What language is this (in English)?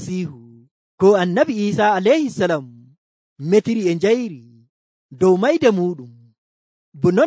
Nigerian Fulfulde